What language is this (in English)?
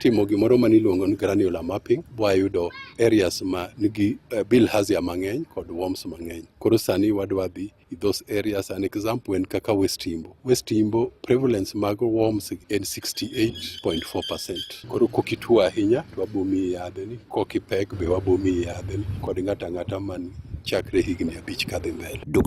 Luo (Kenya and Tanzania)